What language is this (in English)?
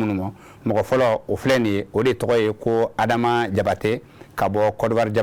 Bambara